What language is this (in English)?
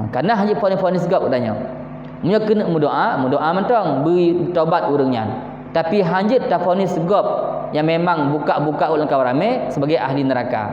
Achinese